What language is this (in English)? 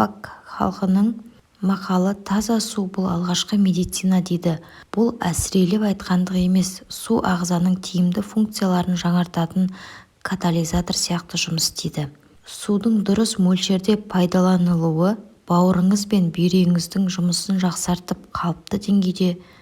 Kazakh